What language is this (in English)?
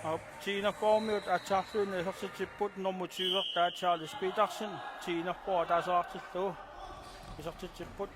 Kalaallisut